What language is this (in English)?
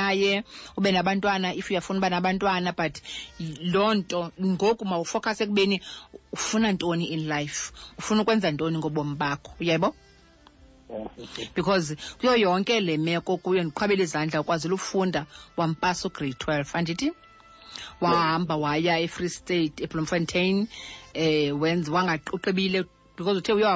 Xhosa